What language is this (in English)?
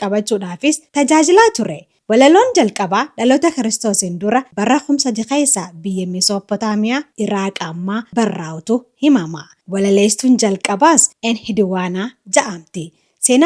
Oromo